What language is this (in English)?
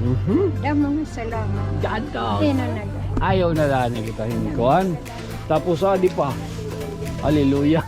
Waray